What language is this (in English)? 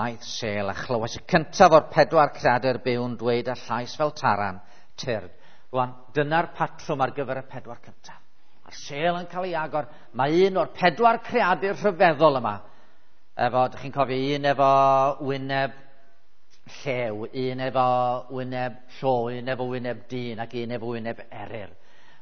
Welsh